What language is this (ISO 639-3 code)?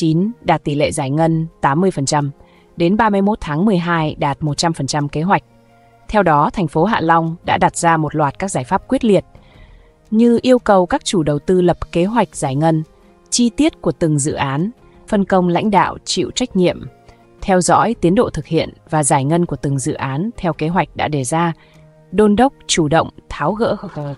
vie